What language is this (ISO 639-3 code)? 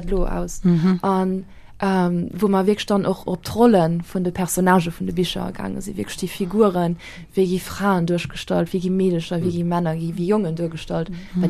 ltz